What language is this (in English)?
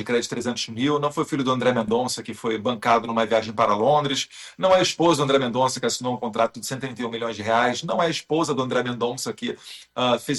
Portuguese